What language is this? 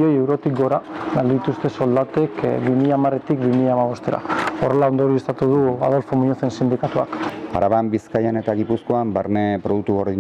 Basque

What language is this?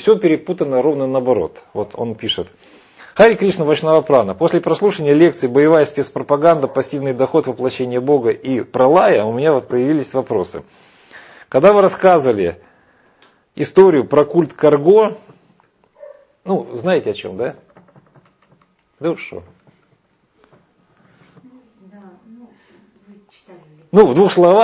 Russian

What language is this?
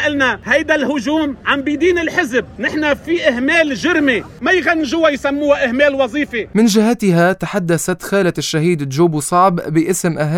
North Levantine Arabic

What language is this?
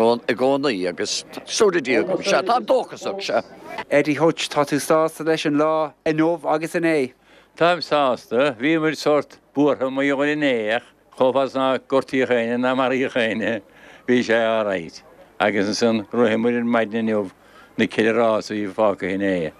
Irish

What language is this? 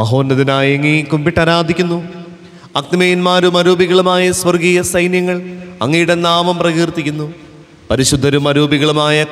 Malayalam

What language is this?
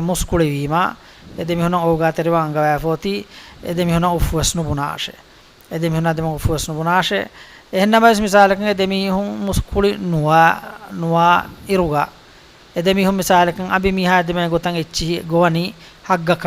Divehi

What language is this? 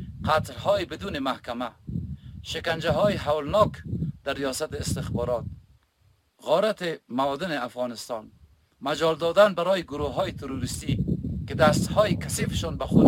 Persian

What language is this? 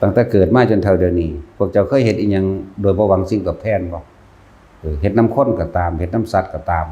Northeastern Thai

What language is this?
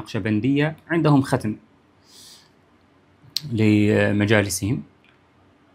Arabic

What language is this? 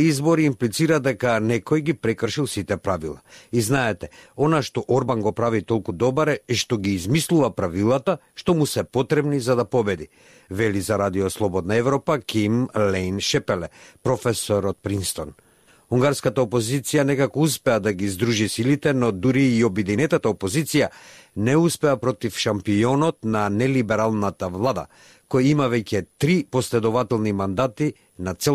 Macedonian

